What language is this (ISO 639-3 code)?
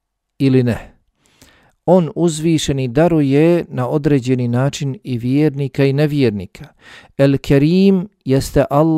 bos